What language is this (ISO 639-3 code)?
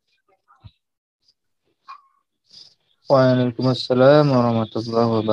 ind